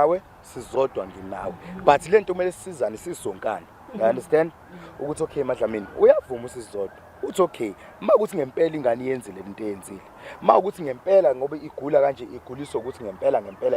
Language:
Zulu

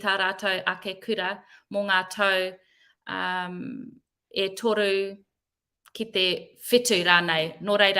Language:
Māori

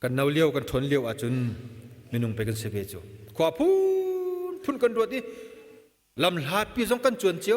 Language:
Hakha Chin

